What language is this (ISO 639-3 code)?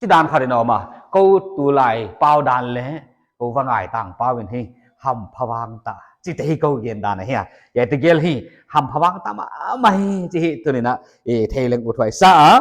pck